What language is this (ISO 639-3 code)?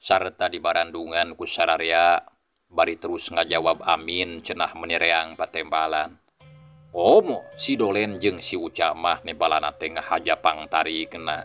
sun